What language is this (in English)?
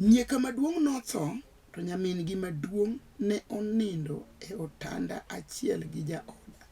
Luo (Kenya and Tanzania)